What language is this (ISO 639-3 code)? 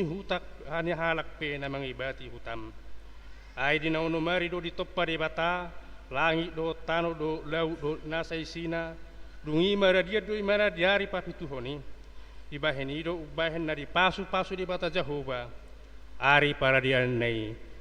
bbc